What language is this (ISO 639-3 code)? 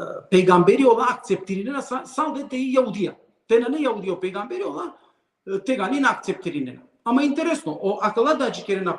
rmn